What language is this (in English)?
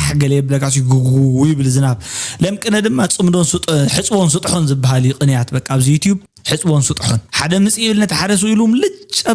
Tigrinya